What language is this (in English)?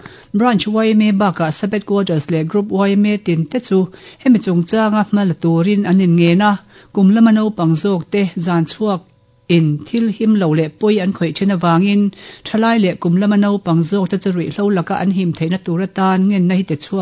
Mizo